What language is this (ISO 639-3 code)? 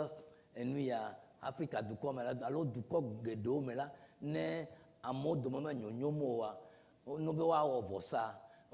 ewe